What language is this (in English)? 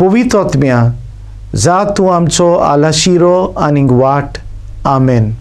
Konkani